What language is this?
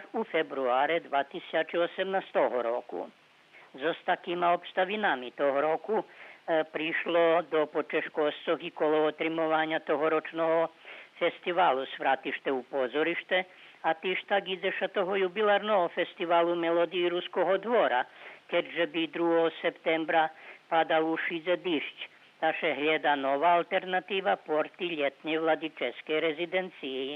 Rusyn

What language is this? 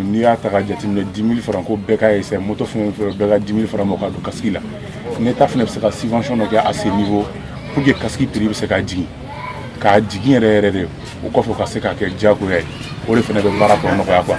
Bambara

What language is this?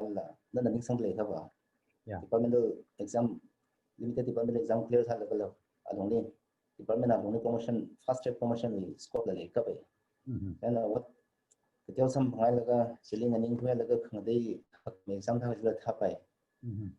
Tangkhul Naga (India)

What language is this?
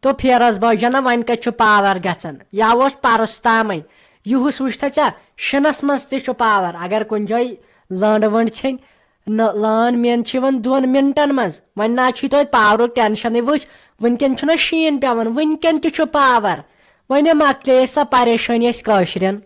Kashmiri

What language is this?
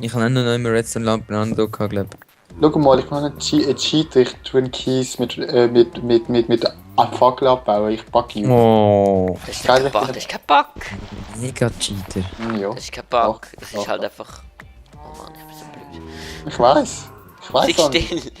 Swiss German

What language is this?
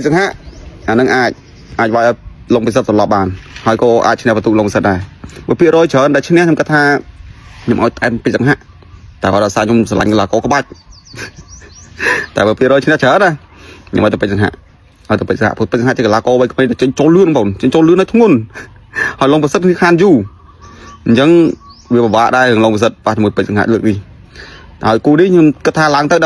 Khmer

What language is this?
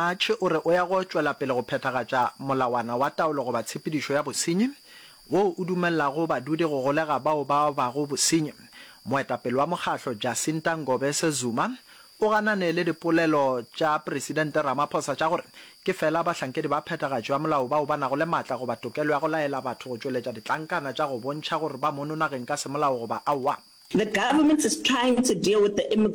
Northern Sotho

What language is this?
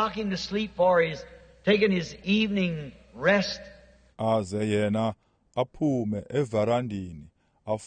Xhosa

